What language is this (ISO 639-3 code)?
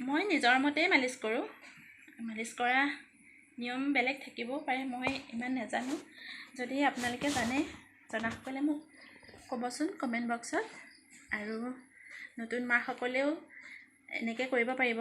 asm